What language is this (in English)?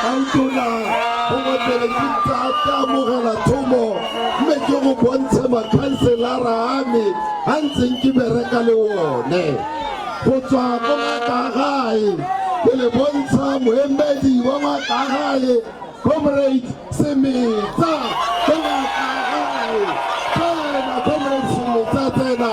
Tswana